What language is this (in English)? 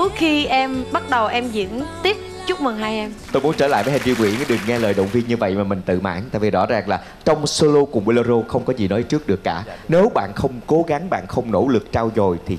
Vietnamese